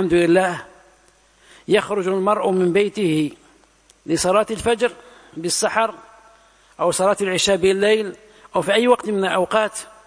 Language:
Indonesian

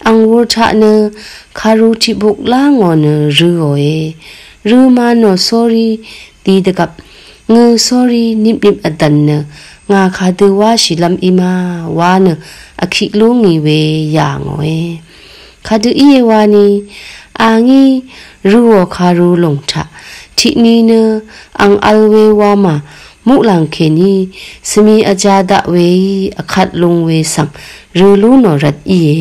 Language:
Rawang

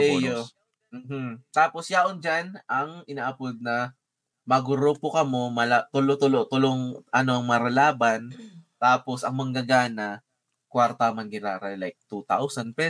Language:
Bikol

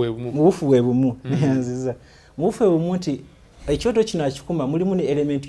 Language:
Ganda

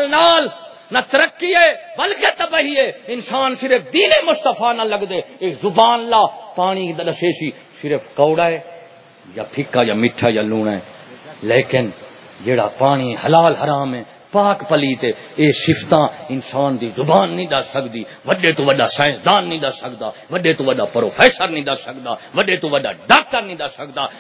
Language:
Saraiki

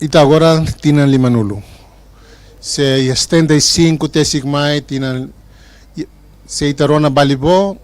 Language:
Tetum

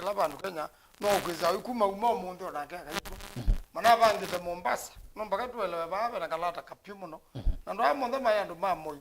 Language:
Kamba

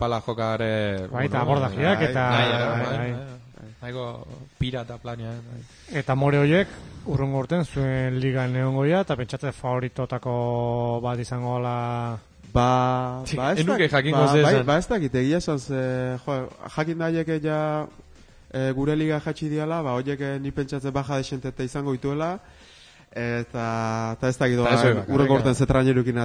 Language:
Basque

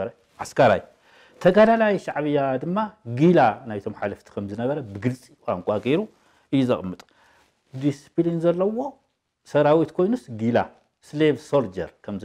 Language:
Tigrinya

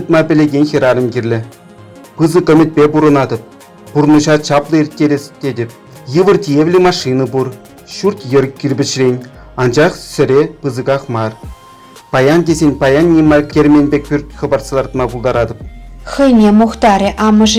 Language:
Chuvash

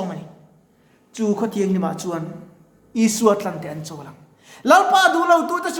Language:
Mizo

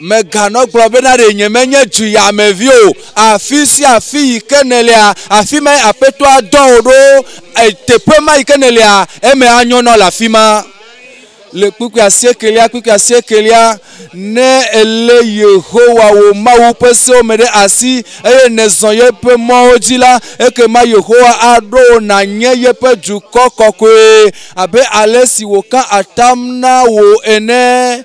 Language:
Ewe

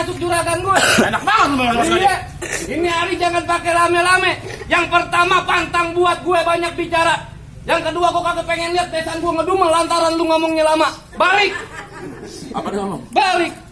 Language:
Betawi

